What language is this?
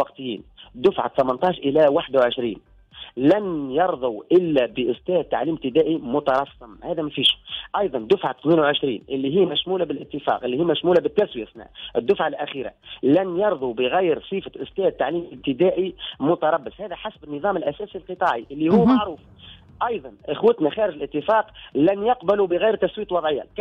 Tunisian Arabic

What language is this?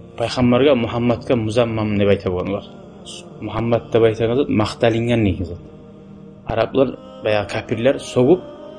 Kumyk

